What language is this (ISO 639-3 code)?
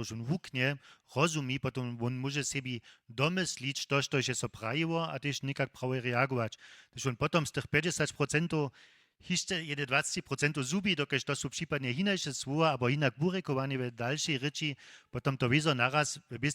hsb